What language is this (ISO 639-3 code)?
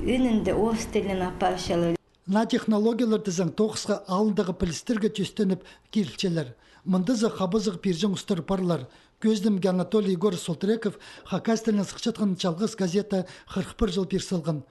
kjh